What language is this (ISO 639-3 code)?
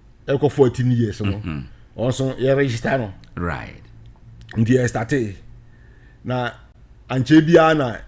aka